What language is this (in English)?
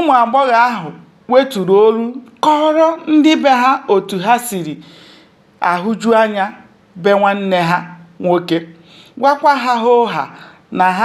Igbo